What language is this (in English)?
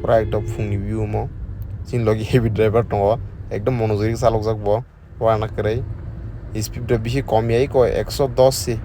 Kok Borok